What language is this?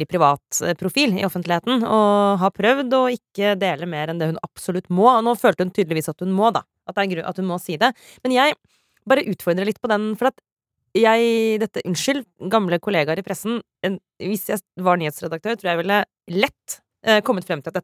Norwegian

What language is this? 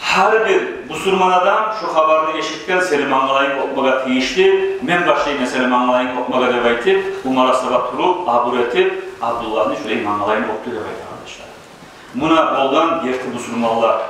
Kumyk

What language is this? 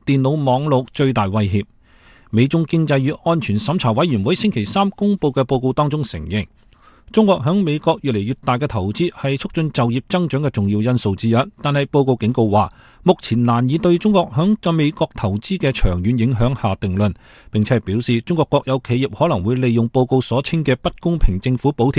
Cantonese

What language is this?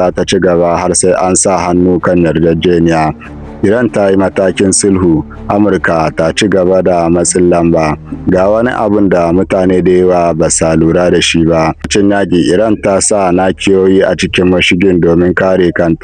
Hausa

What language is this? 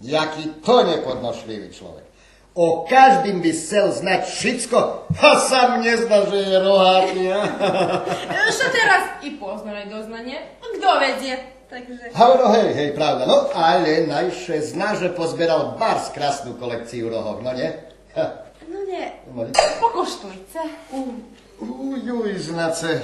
Rusyn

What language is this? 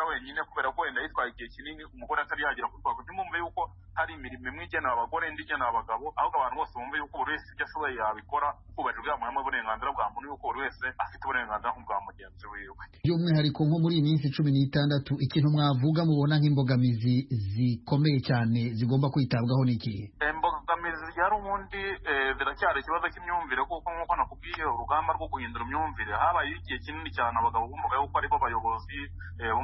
Kinyarwanda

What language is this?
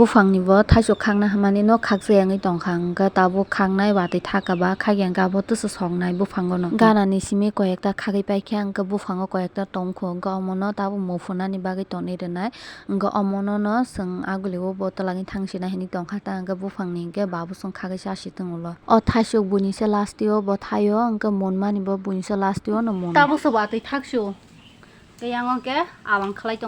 Kok Borok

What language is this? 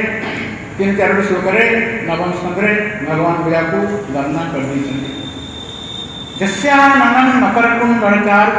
Odia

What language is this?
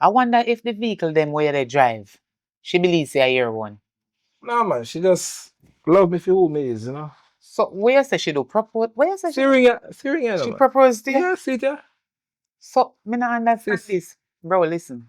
Jamaican Creole English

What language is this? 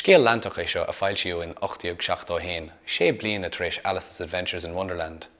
Irish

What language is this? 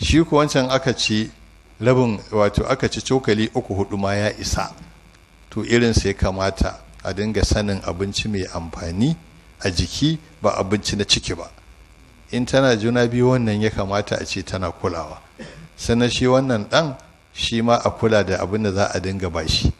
Hausa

